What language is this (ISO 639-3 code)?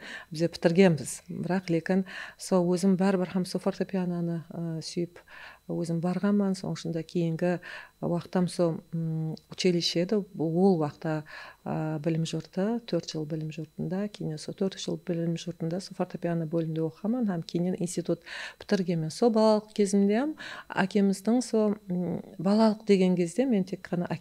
kaa